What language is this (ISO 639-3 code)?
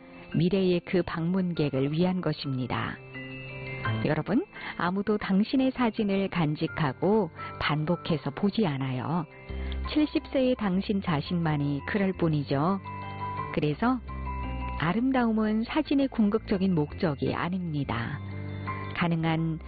kor